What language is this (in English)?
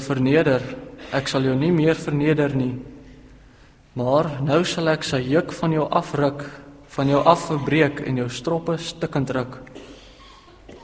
Afrikaans